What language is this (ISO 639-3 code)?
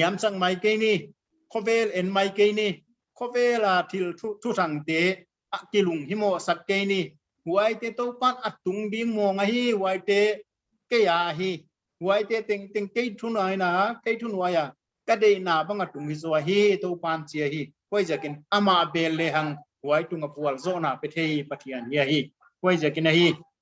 pck